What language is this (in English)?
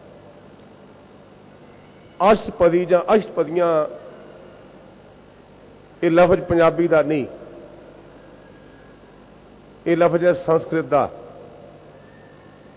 Punjabi